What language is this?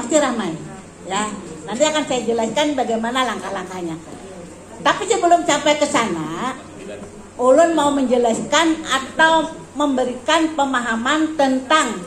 Banjar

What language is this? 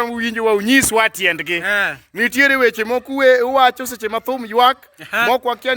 Luo (Kenya and Tanzania)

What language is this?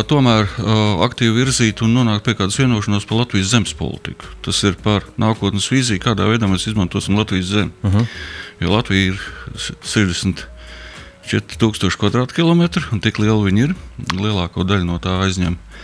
Latvian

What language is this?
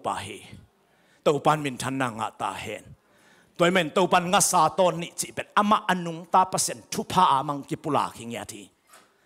Tedim Chin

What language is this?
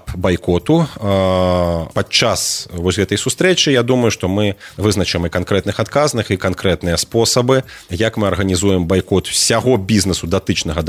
Belarusian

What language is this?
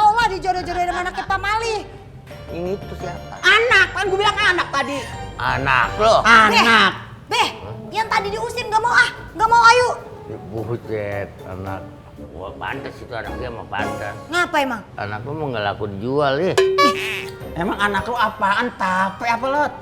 Betawi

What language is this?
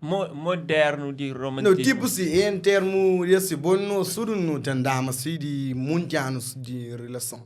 Kabuverdianu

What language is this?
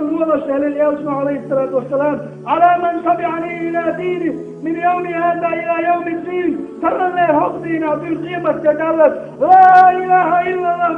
Chechen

